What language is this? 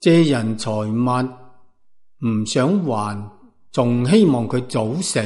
Cantonese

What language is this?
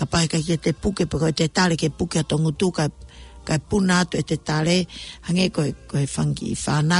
Tongan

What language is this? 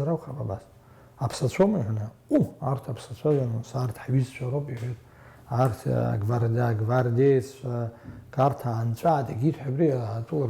Abkhazian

